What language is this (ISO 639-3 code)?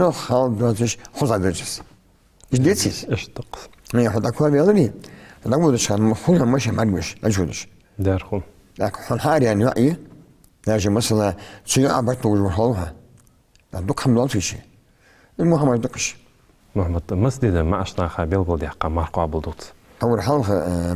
inh